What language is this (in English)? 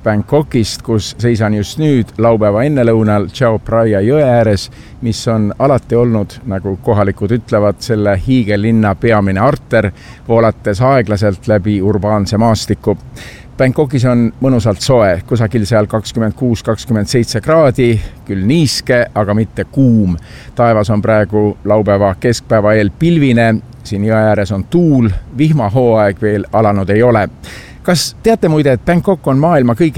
Estonian